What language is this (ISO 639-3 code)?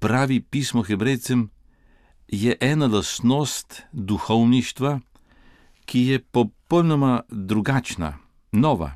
slv